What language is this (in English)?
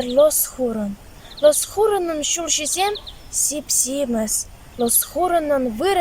Chuvash